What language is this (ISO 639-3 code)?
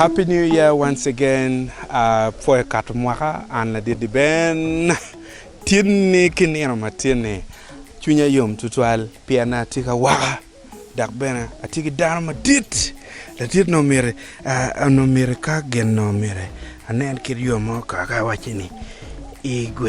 ach